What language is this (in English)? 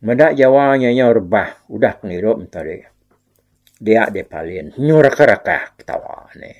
Iban